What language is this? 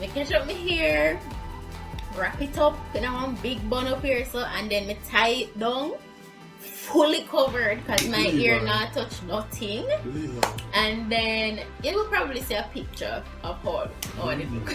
Jamaican Creole English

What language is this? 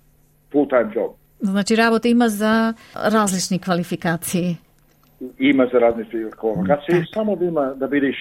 Macedonian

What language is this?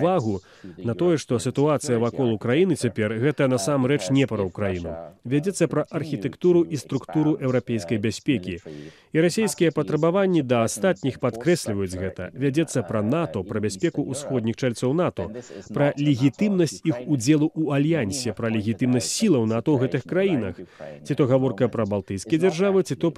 Belarusian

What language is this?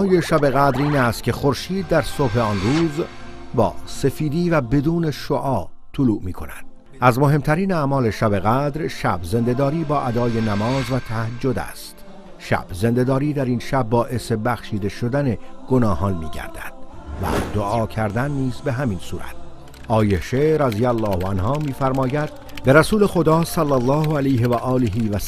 Tajik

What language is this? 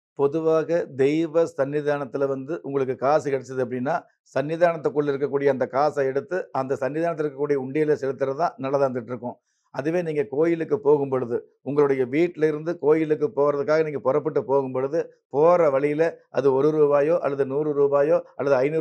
Tamil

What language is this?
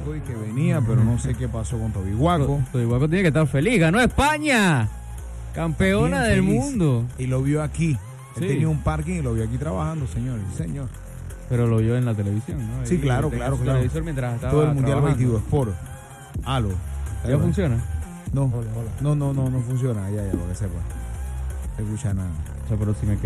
Spanish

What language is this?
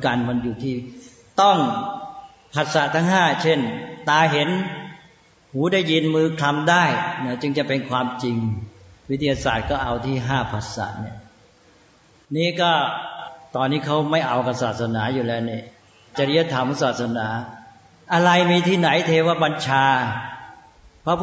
Thai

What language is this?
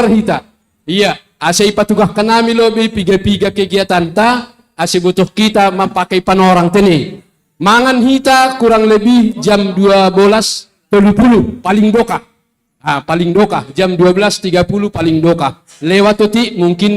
Batak Simalungun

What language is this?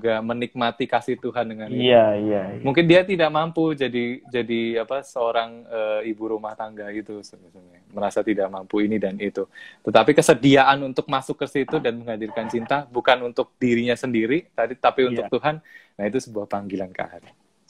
Indonesian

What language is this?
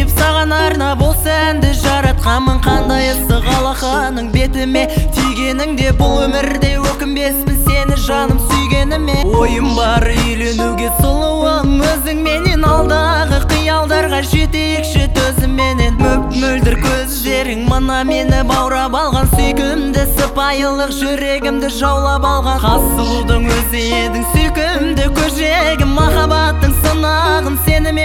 Kazakh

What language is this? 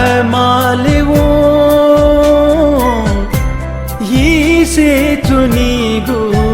Newari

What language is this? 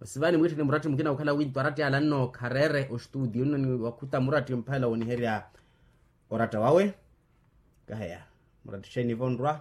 Makhuwa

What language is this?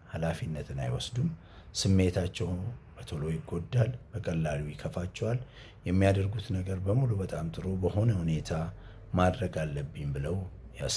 Amharic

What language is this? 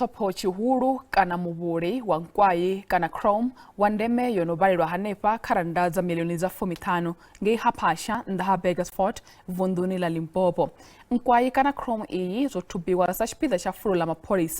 Venda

